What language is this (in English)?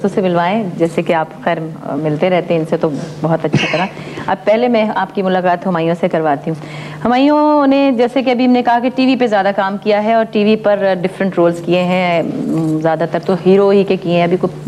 Urdu